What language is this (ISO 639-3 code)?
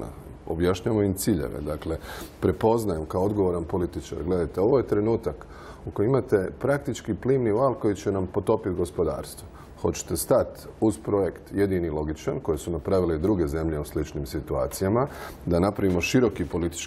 hrv